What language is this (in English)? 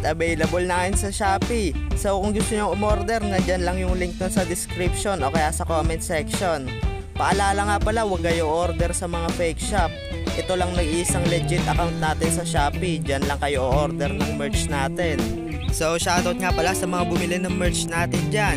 Filipino